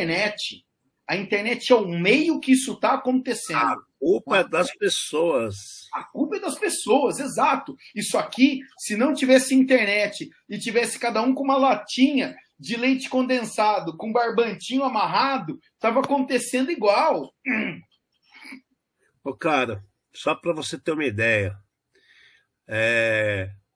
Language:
Portuguese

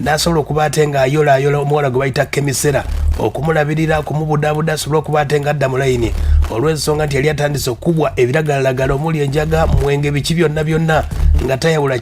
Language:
Ganda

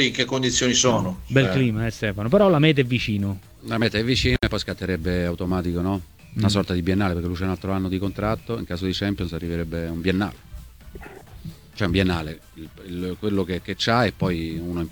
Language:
Italian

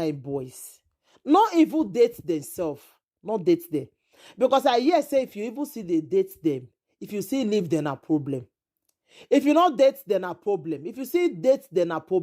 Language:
Nigerian Pidgin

